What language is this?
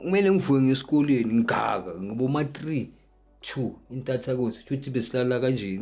Zulu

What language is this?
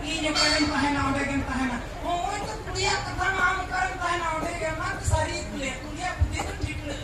Santali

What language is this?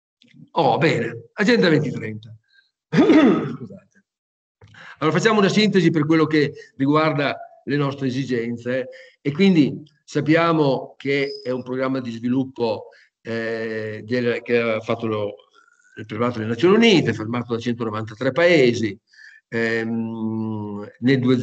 Italian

